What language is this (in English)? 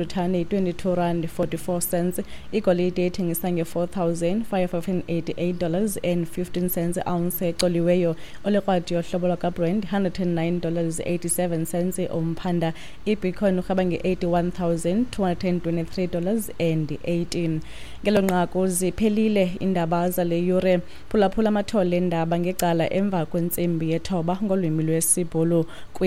Xhosa